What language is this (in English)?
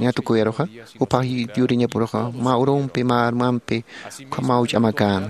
Aymara